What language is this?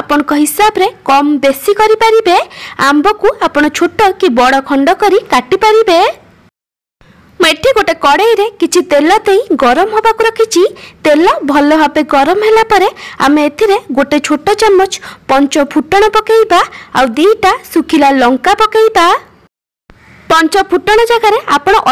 Odia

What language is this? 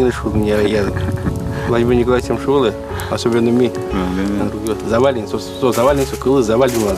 Udmurt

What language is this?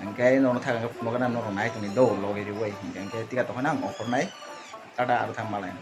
Kok Borok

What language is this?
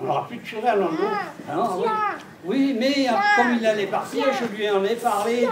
Breton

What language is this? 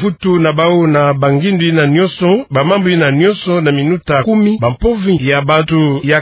Kituba (Democratic Republic of Congo)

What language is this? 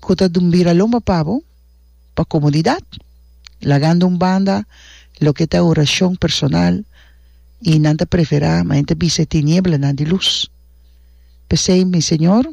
Papiamento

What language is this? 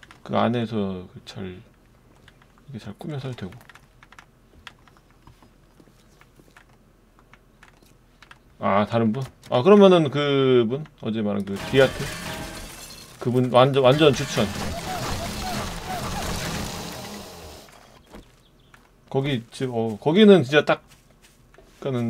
Korean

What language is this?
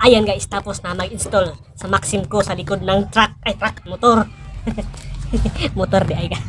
Cebuano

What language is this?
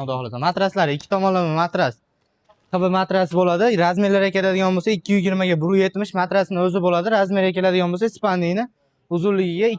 Uzbek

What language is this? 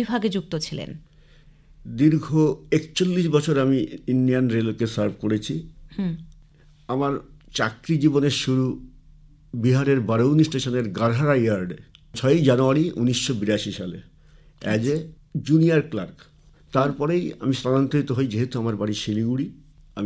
Bangla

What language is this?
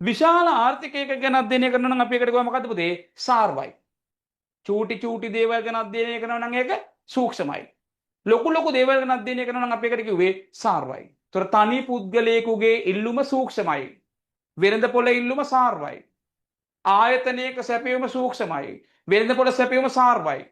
Sinhala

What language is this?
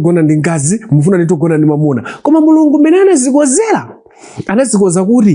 Nyanja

